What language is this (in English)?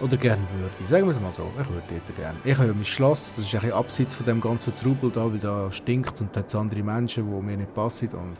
Swiss German